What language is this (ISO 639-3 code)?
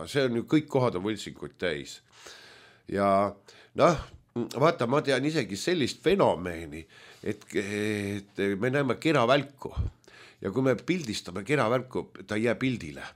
est